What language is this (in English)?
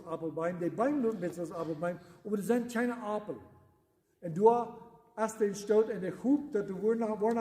Plautdietsch